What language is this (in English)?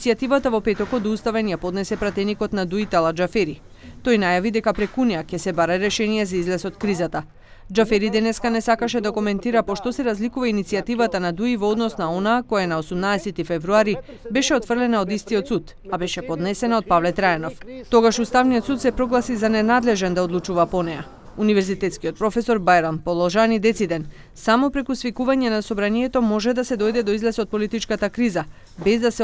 Macedonian